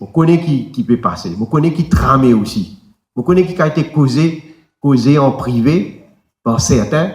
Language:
Morisyen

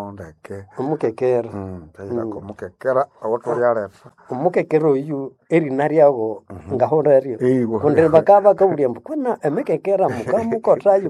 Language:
Nande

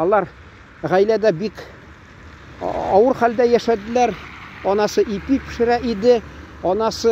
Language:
Tatar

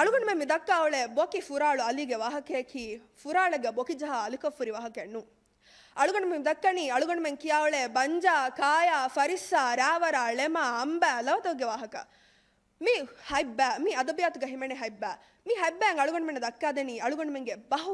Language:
Divehi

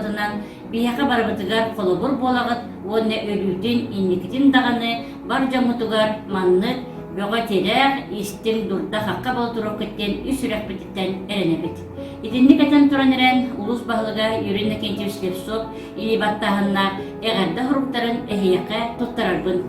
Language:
Yakut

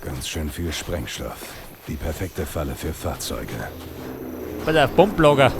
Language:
Bavarian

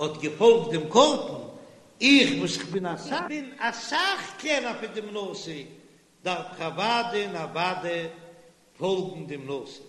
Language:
Yiddish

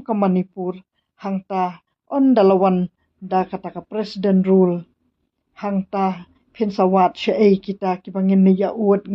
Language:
Khasi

